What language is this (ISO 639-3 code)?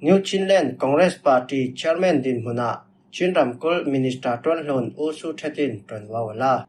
cfm